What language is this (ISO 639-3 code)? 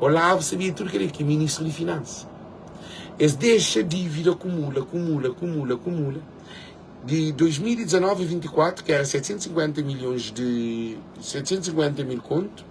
kea